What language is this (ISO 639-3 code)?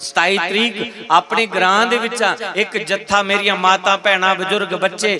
doi